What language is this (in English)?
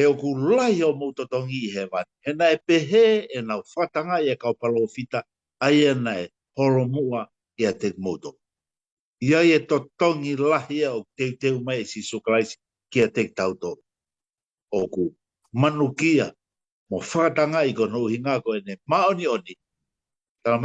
Tongan